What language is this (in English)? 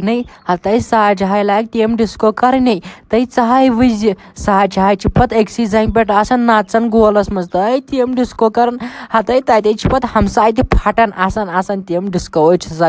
Kashmiri